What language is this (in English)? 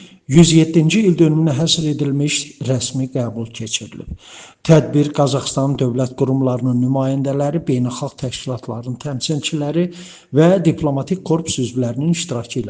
Azerbaijani